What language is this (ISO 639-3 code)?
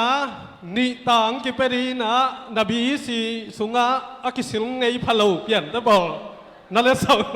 ctd